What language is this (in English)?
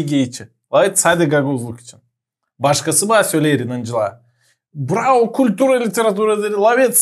Gagauz